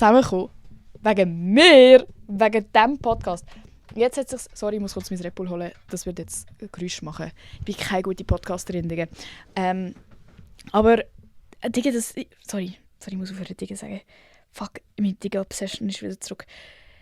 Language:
Swiss German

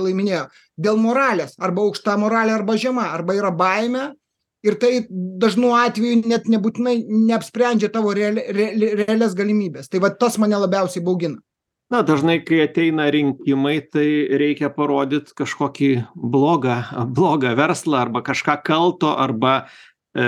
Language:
Lithuanian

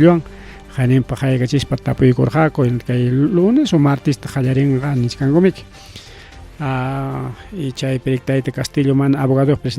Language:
Ayacucho Quechua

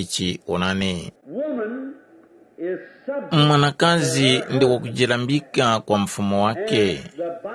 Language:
Tumbuka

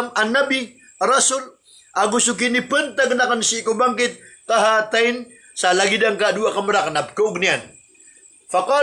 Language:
Maranao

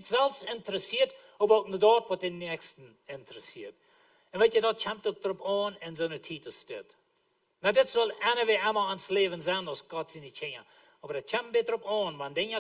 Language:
Plautdietsch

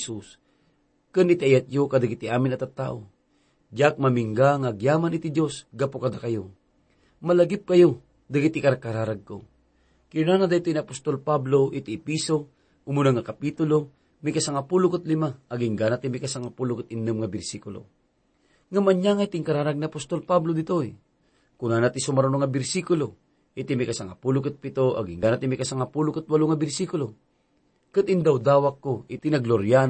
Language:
Iloko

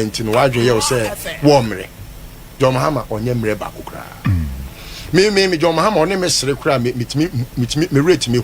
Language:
Akan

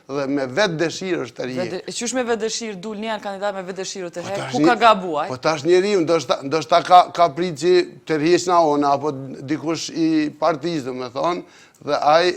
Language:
Albanian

